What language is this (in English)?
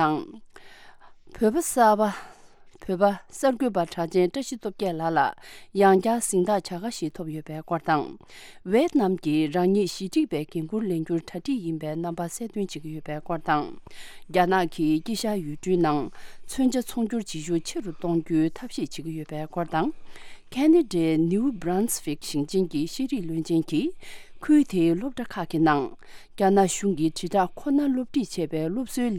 Tibetan